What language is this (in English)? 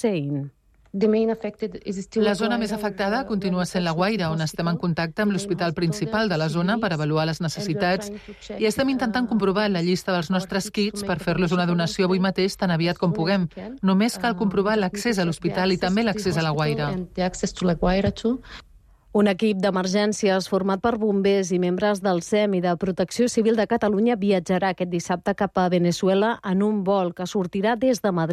Catalan